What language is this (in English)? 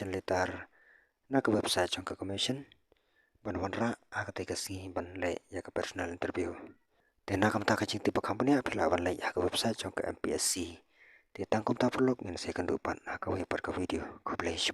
Khasi